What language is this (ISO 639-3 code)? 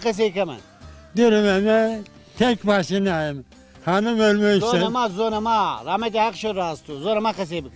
zza